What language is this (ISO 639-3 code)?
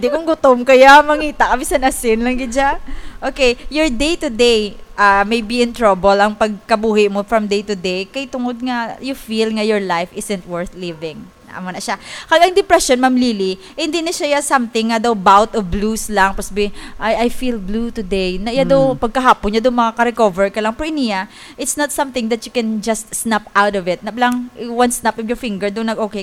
hil